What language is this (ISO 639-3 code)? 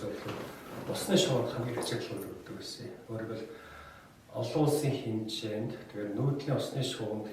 mon